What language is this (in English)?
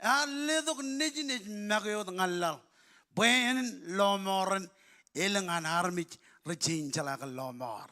Marshallese